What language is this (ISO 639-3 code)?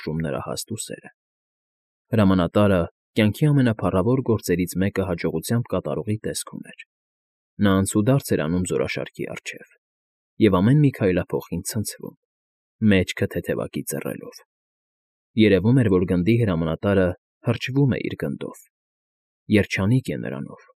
hye